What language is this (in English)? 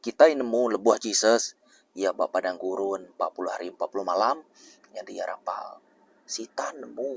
Iban